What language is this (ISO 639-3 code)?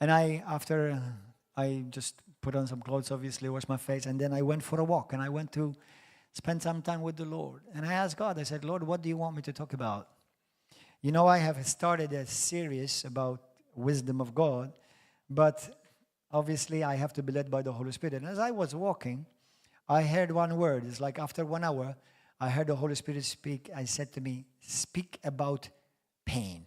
eng